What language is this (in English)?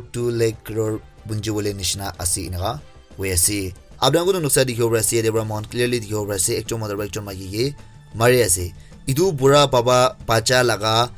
Naga Pidgin